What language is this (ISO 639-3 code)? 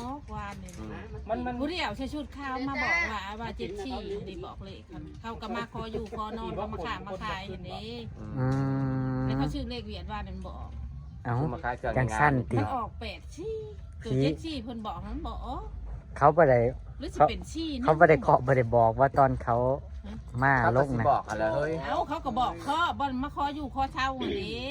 tts